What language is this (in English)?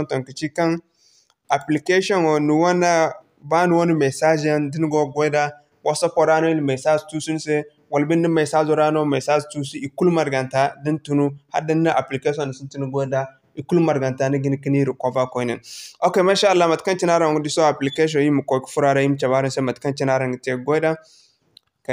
Zarma